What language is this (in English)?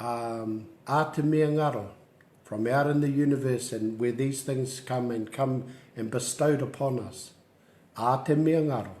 Māori